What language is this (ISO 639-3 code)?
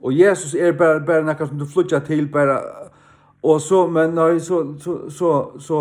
fao